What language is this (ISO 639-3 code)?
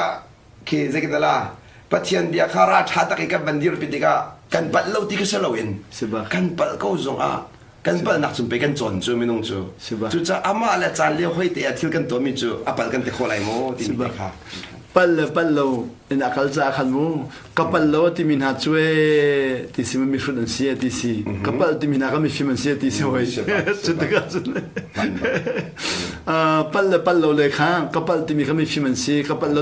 cnh